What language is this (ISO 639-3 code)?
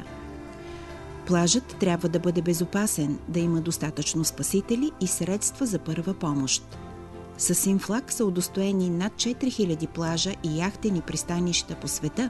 bul